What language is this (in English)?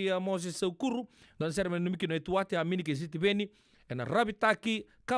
Fijian